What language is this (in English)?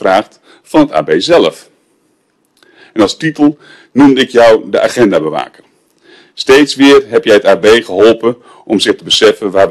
Dutch